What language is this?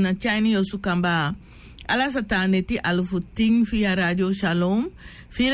Sranan Tongo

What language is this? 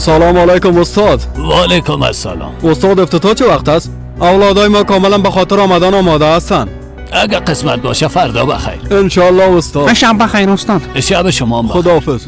Persian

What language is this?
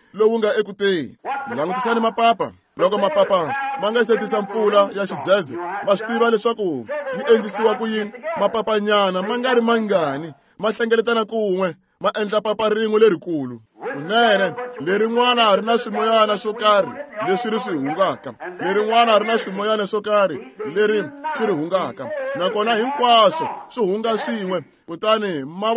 Tsonga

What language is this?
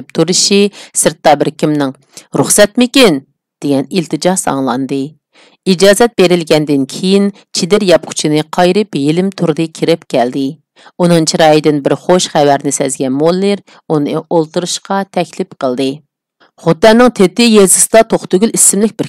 Uyghur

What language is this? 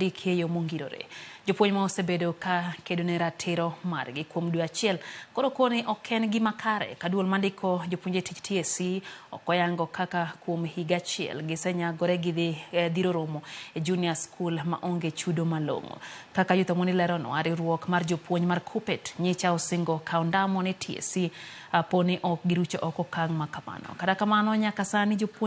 Luo (Kenya and Tanzania)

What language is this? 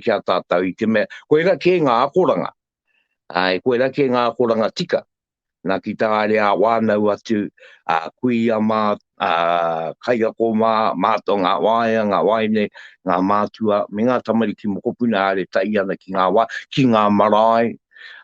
Māori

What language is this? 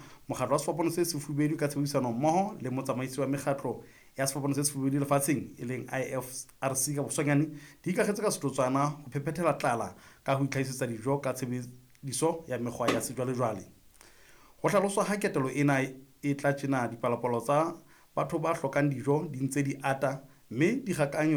Southern Sotho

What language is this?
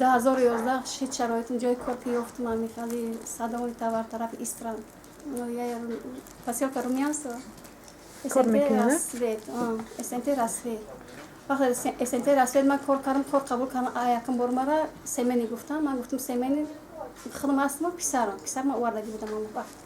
Tajik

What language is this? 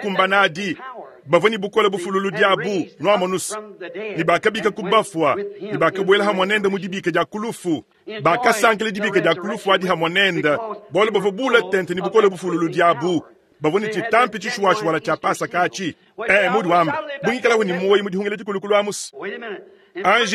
Luba-Lulua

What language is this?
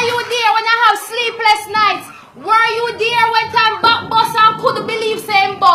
Jamaican Creole English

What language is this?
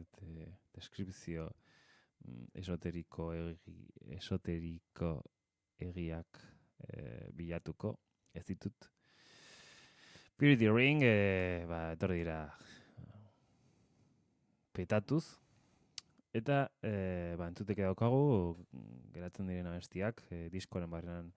Basque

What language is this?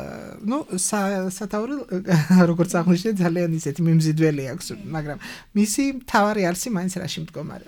Georgian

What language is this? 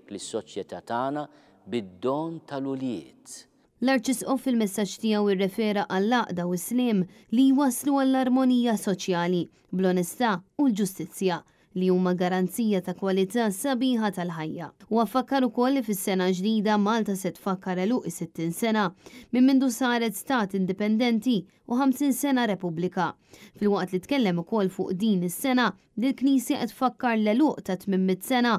Maltese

